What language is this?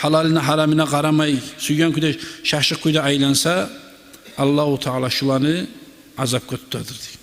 Kumyk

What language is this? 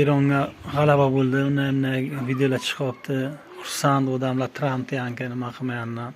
Uzbek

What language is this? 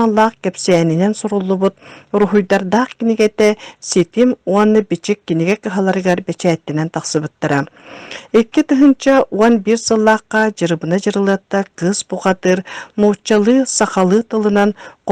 Yakut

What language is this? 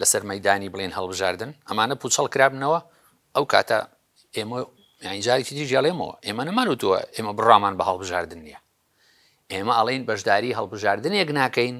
Central Kurdish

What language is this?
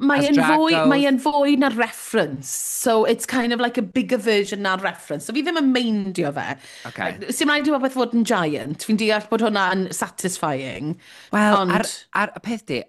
Welsh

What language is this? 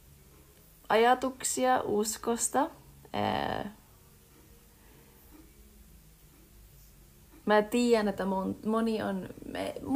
Finnish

